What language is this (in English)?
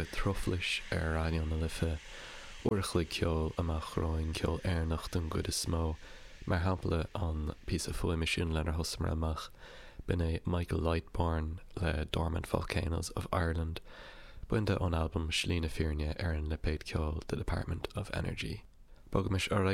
Irish